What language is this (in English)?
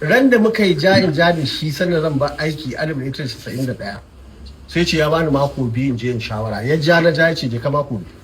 Hausa